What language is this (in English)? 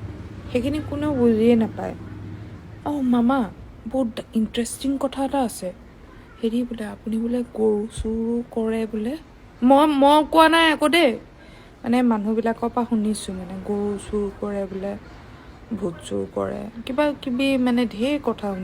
Assamese